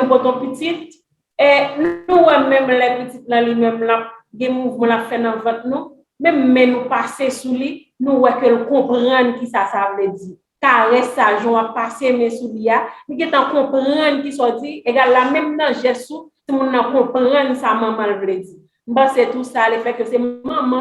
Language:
Haitian Creole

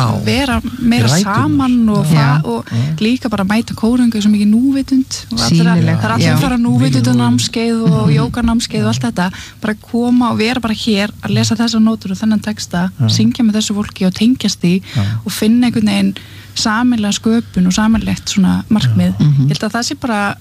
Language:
Icelandic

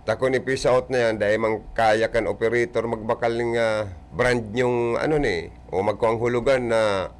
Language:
Bikol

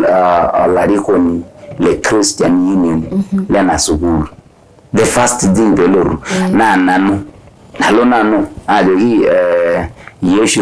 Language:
Masai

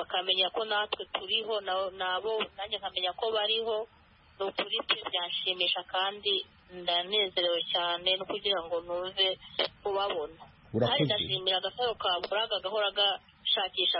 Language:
Kinyarwanda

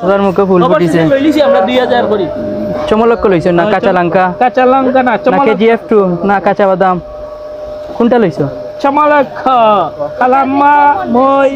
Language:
Sylheti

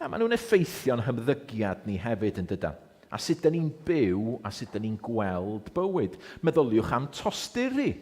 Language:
Welsh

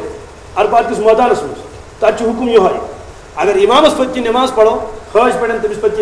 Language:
Kashmiri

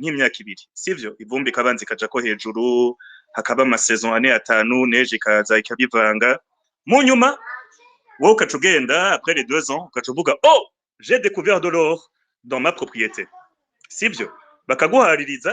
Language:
Rundi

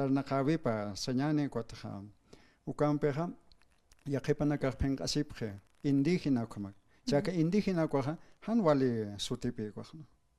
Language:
Aymara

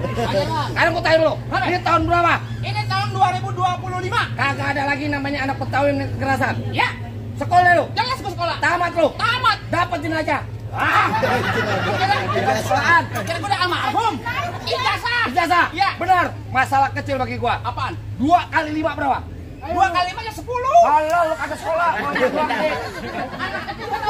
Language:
Betawi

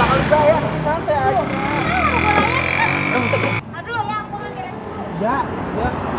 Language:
Betawi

